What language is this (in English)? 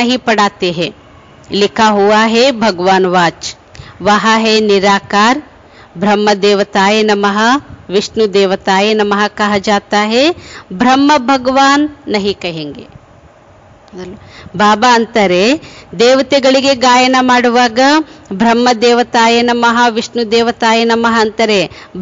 Kannada